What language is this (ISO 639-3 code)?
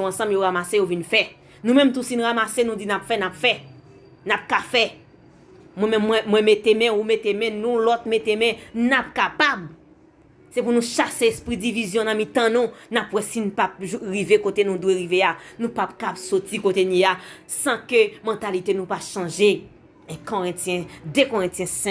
hat